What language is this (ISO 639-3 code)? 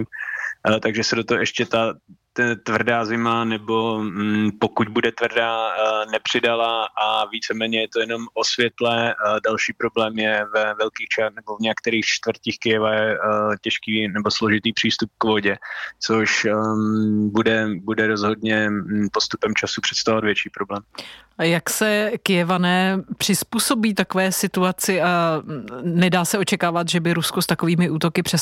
ces